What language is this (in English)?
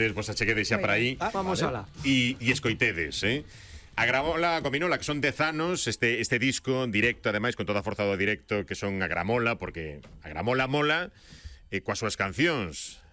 Galician